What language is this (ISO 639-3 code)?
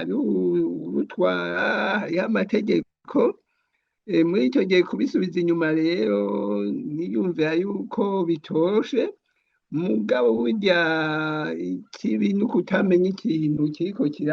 run